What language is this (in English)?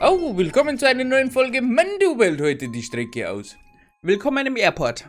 Bavarian